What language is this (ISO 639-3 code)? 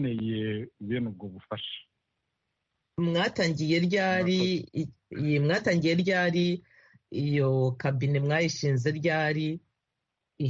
kin